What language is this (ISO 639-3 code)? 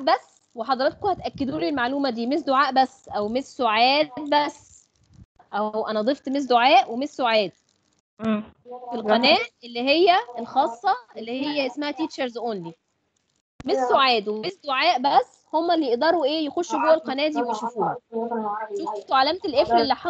arz